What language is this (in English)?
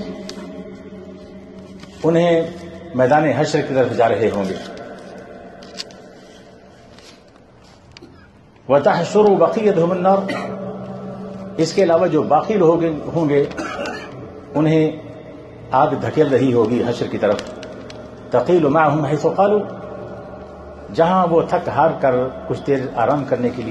Urdu